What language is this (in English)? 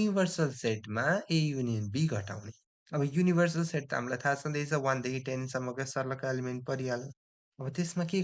Nepali